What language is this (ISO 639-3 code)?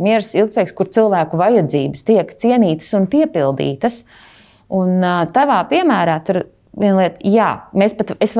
lav